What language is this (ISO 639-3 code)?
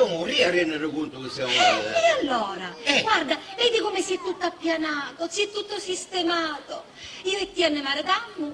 scn